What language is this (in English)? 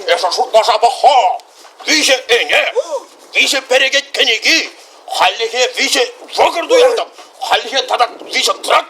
Chuvash